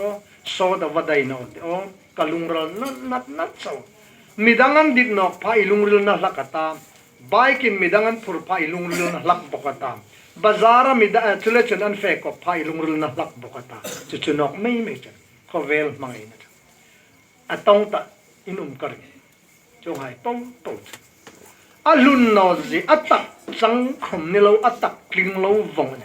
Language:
Hmar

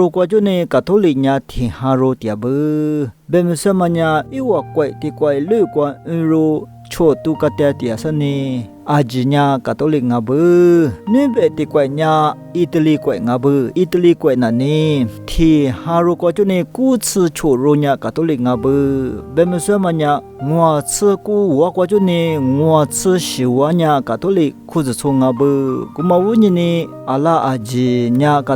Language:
Lisu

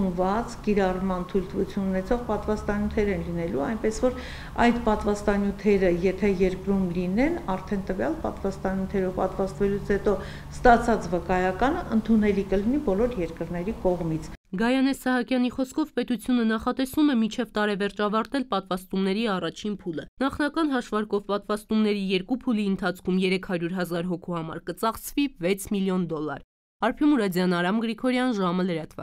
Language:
Armenian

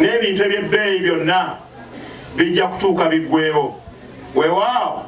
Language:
Ganda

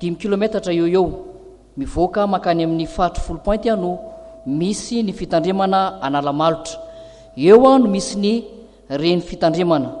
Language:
Malagasy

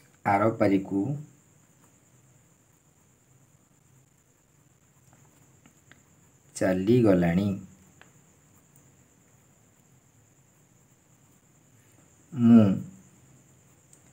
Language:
Odia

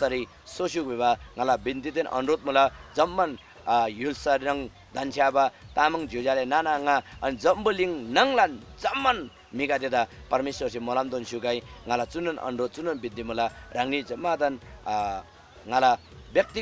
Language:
Eastern Tamang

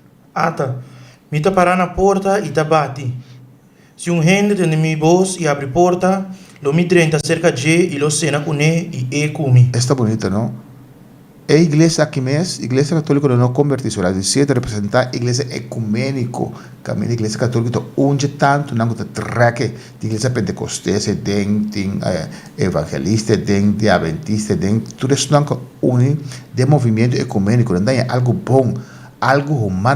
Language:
Papiamento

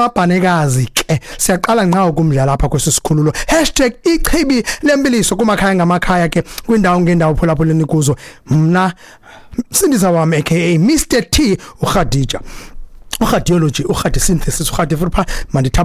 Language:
Xhosa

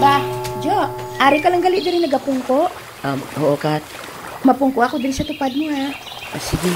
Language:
Hiligaynon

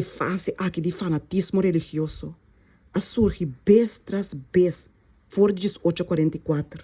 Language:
Papiamento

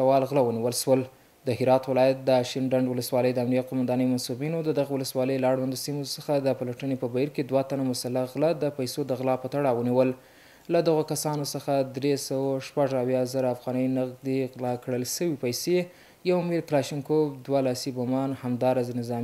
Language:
Pashto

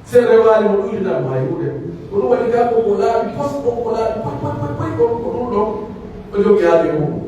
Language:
Pular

